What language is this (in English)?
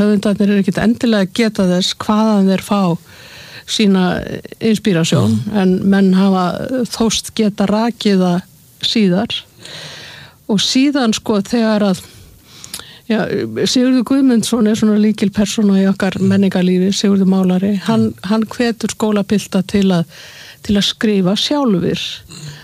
Icelandic